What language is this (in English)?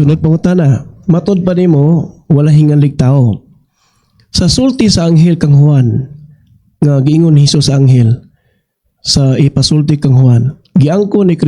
Cebuano